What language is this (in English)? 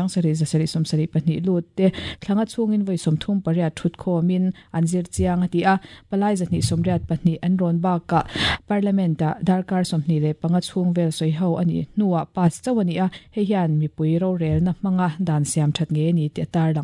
Mizo